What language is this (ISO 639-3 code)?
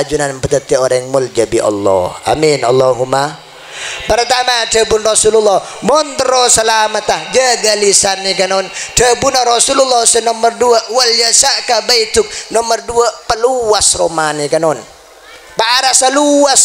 mad